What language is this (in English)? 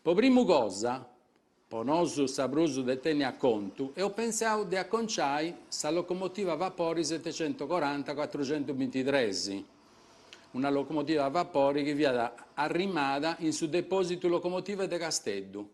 Sardinian